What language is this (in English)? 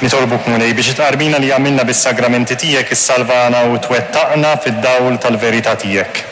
Maltese